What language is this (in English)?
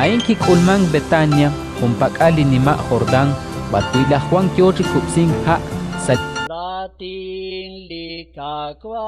Kekchí